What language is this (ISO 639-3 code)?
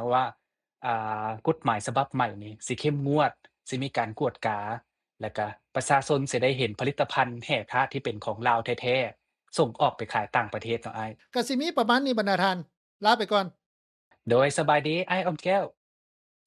lao